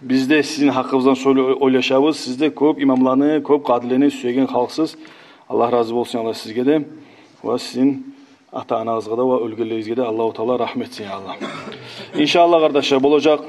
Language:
Kumyk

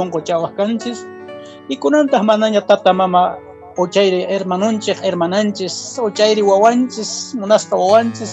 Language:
Quechua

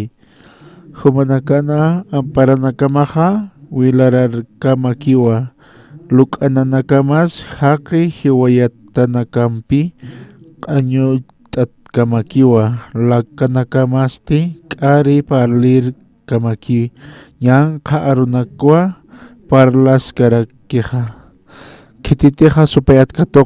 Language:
Aymara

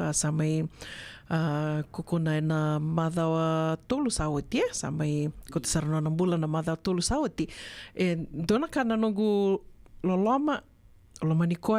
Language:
Fijian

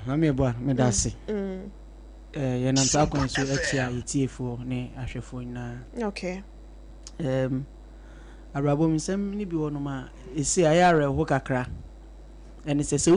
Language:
Akan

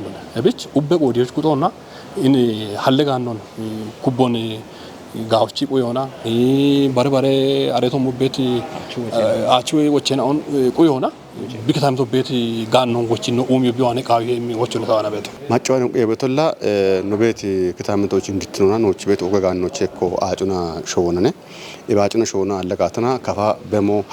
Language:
Kafa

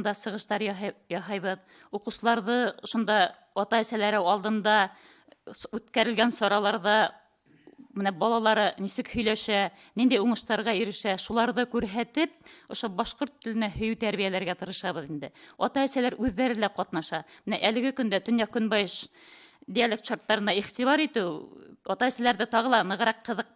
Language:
Bashkir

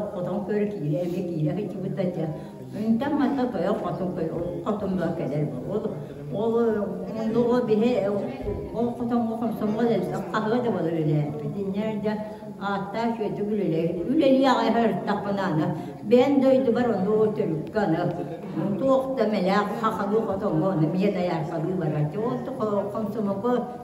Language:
Yakut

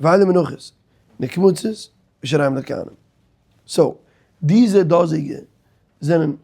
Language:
Yiddish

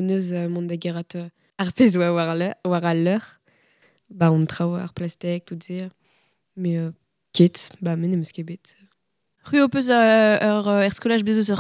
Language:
Breton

